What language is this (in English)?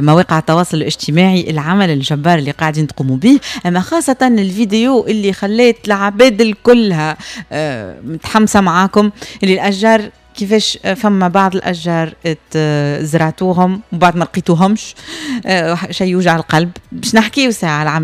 Tunisian Arabic